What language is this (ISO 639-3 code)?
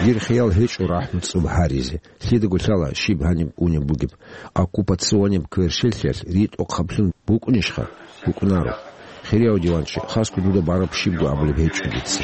ava